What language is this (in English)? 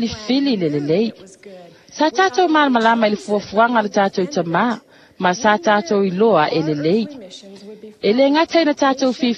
Samoan